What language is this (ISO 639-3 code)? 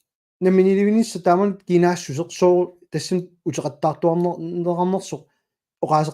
kal